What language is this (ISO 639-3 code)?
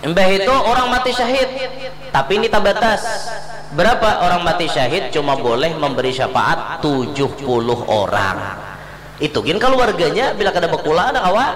bjn